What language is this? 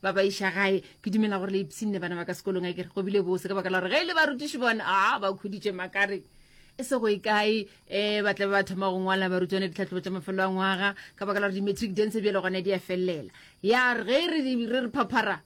Northern Sotho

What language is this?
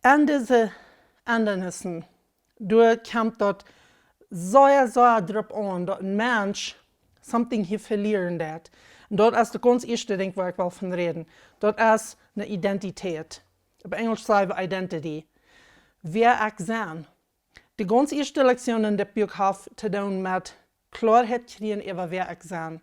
Plautdietsch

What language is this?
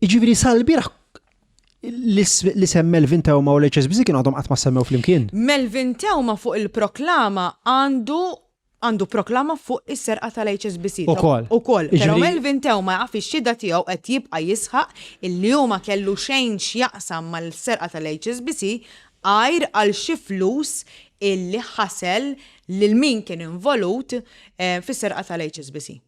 Maltese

